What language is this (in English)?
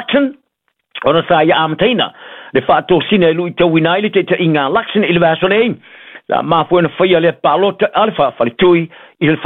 Samoan